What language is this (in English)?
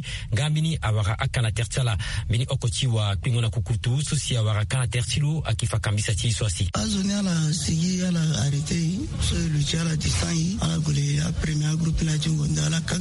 Sango